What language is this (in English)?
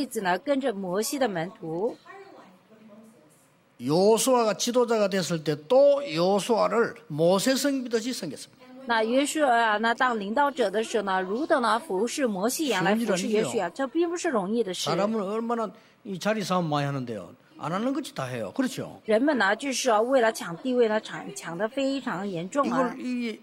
Korean